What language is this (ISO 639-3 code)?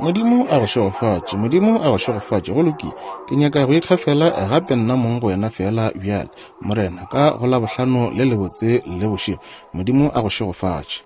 nso